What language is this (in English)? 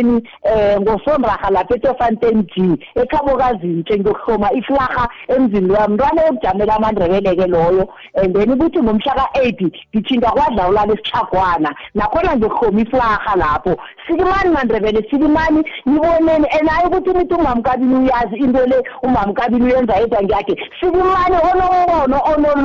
South Ndebele